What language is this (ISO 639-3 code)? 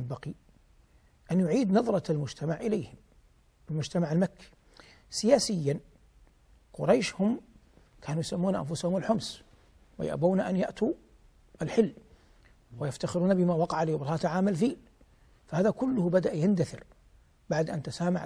ara